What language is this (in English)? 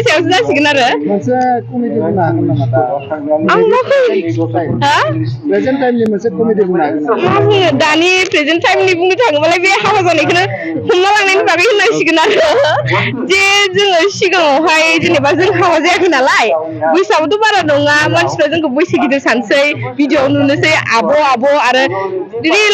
Bodo